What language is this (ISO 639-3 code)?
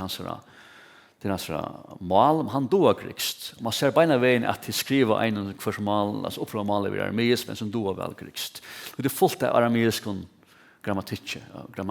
fao